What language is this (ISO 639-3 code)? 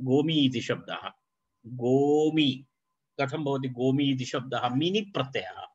san